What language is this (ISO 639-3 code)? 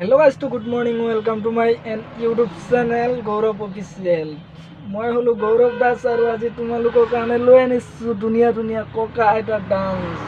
asm